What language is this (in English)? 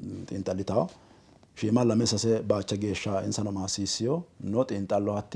Sidamo